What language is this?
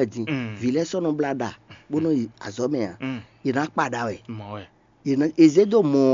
Fon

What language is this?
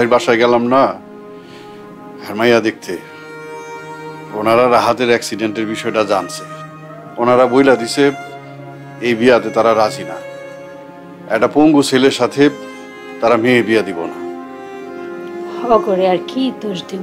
Bangla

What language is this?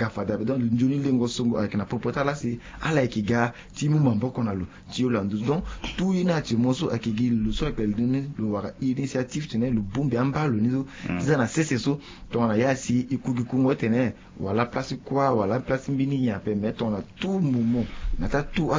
Sango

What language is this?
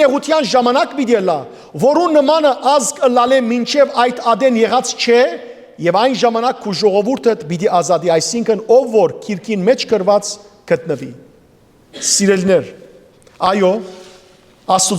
Western Armenian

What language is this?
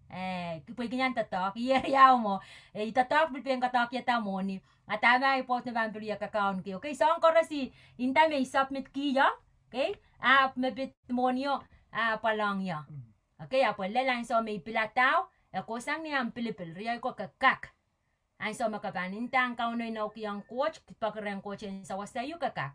Pohnpeian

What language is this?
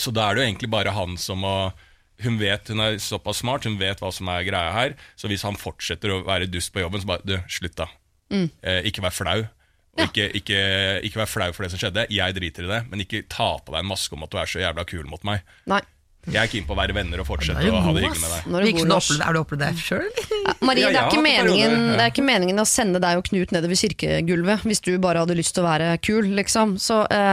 Norwegian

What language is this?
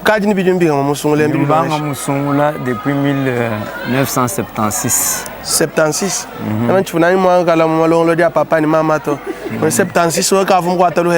Luba-Lulua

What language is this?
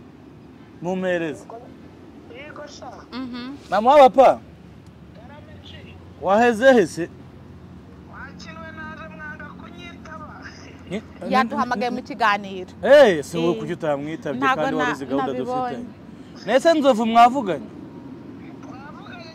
Kinyarwanda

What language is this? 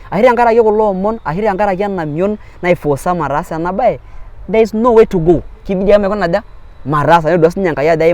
Masai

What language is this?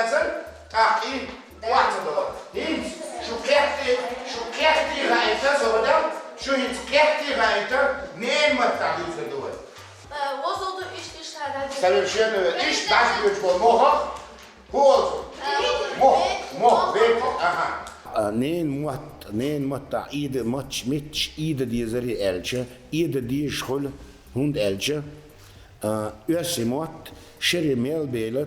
Chechen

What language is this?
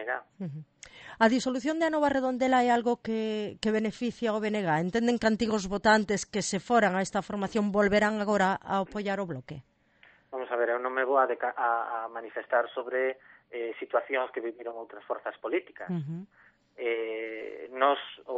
Galician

